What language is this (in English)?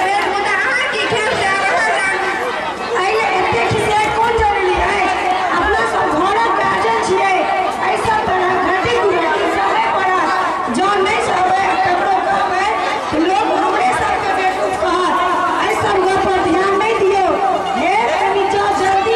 Maithili